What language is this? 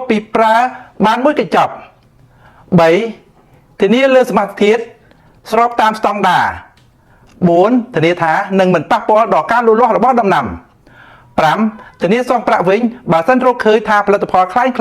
Khmer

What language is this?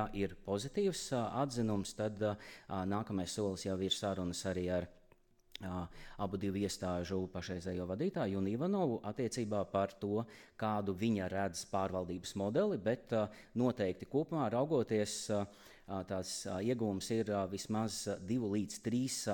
Latvian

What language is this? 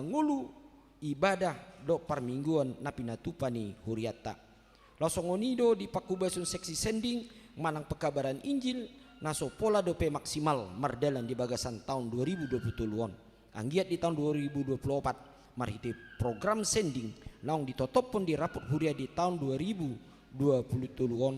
Batak Toba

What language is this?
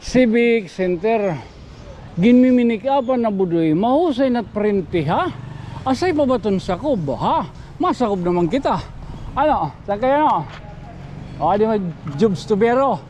Waray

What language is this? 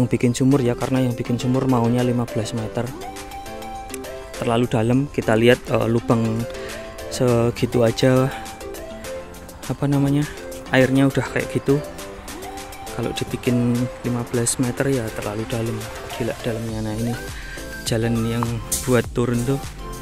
Indonesian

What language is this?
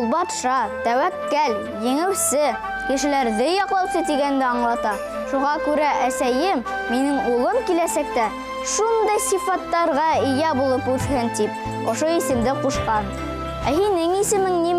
Bashkir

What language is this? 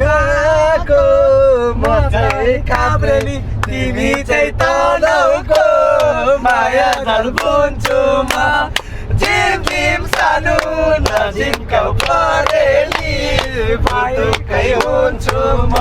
Nepali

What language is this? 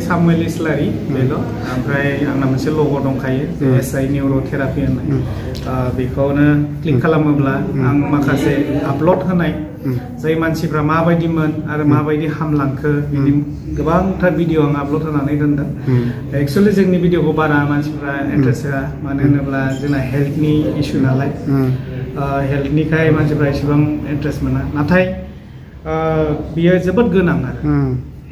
Bodo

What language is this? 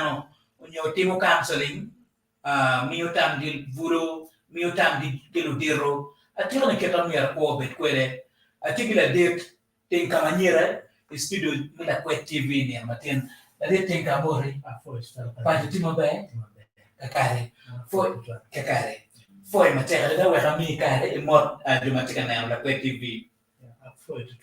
Acoli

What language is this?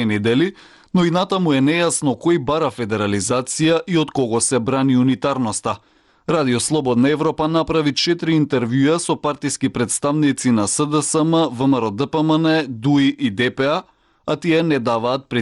Macedonian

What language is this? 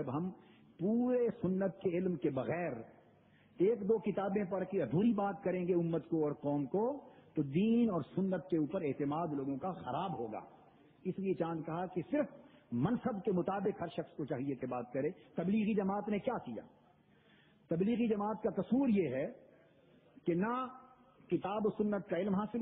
Urdu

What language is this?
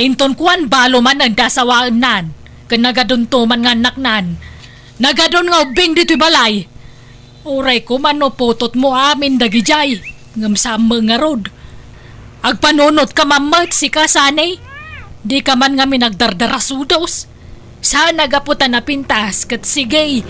Iloko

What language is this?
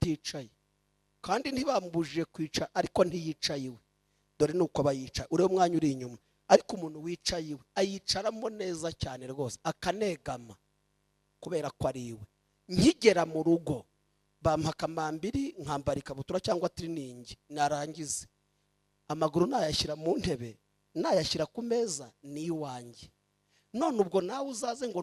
Kinyarwanda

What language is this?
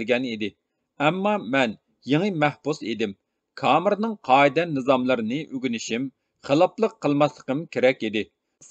Uyghur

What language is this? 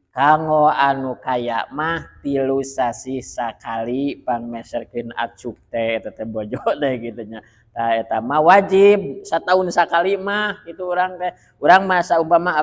Sundanese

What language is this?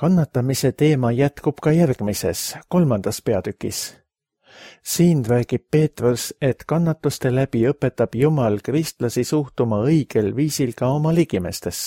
Estonian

